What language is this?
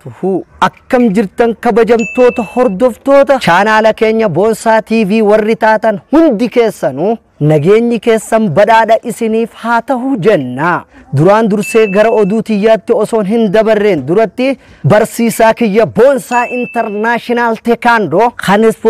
Oromo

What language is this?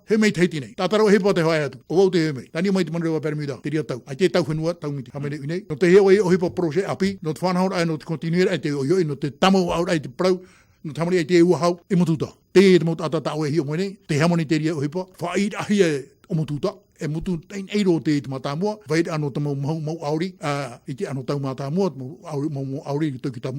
Tahitian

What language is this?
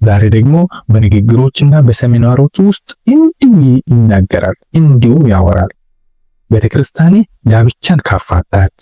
Amharic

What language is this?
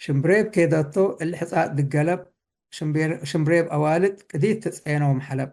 Tigre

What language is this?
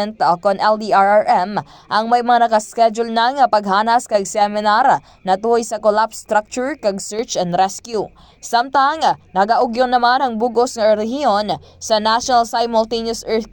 Hiligaynon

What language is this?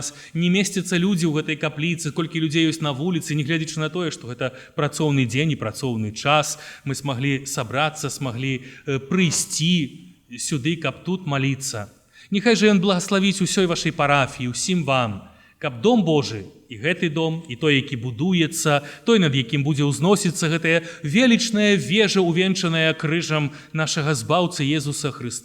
Belarusian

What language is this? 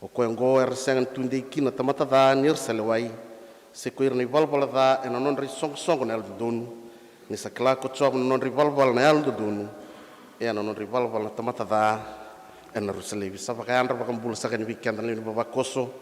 Fijian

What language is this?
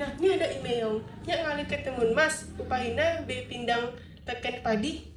Balinese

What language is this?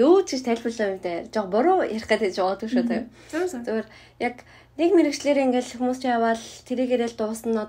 Mongolian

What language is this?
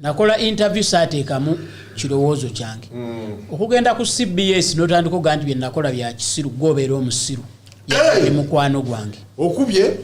Ganda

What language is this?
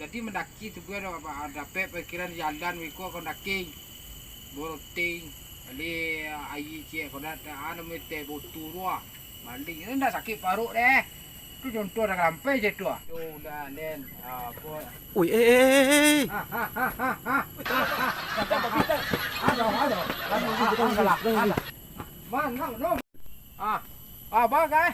Minangkabau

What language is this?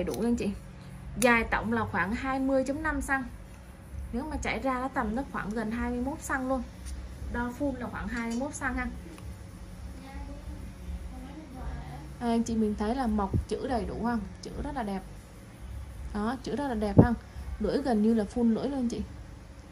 Vietnamese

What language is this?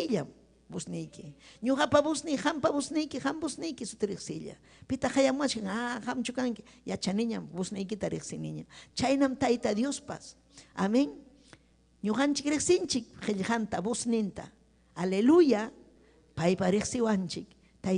Ayacucho Quechua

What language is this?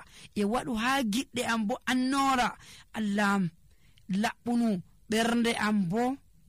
Nigerian Fulfulde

